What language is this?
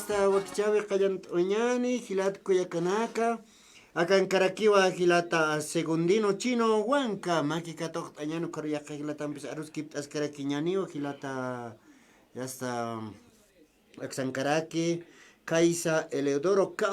Aymara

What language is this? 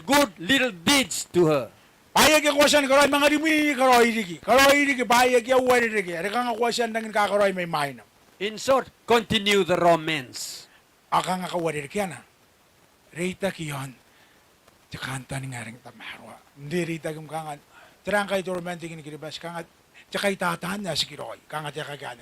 Gilbertese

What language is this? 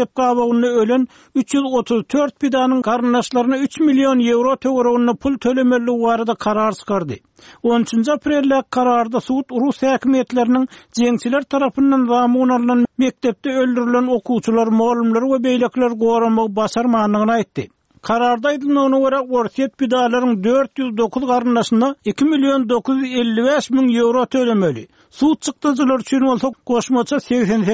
Kyrgyz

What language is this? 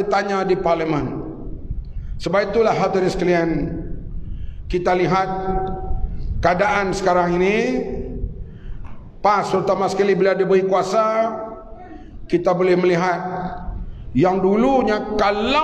Malay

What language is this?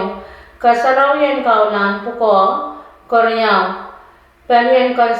Pohnpeian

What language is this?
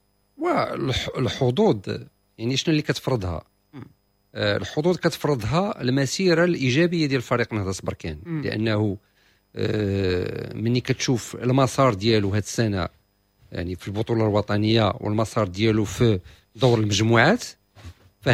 Moroccan Arabic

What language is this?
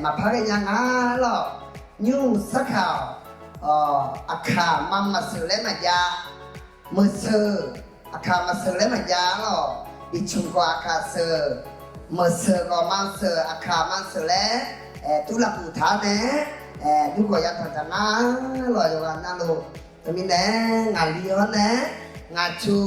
Akha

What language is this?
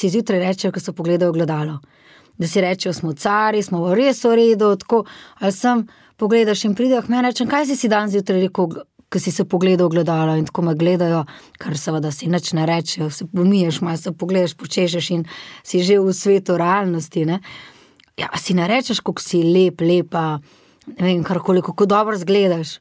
Slovenian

